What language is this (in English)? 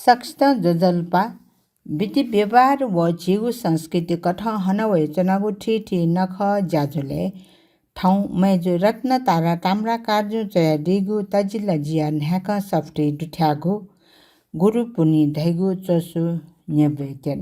Newari